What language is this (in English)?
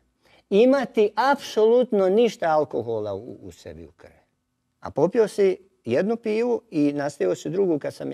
Croatian